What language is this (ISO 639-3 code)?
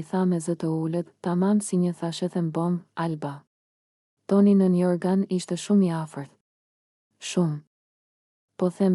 sqi